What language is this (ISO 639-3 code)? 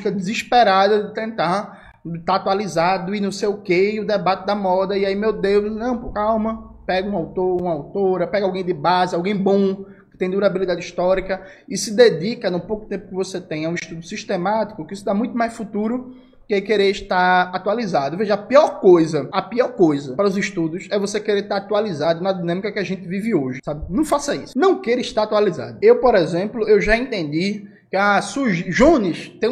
por